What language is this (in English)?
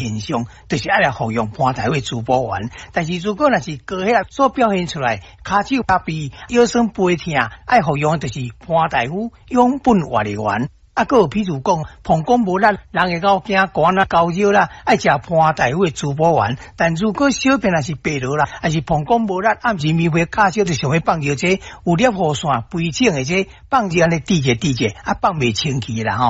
Min Nan Chinese